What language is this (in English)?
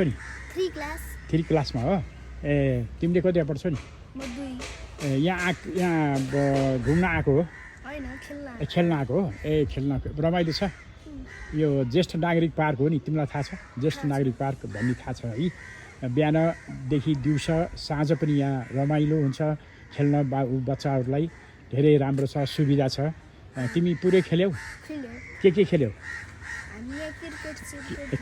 Nepali